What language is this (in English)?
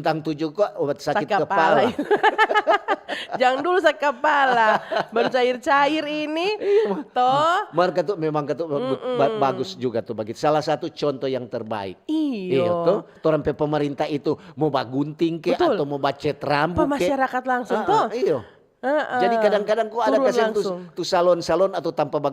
Manado Malay